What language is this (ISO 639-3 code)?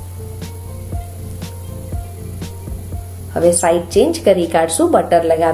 guj